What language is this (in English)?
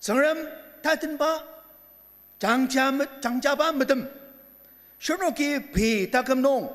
Ao Naga